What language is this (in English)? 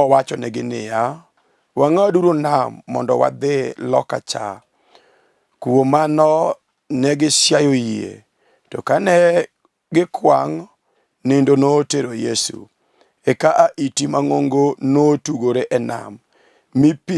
Luo (Kenya and Tanzania)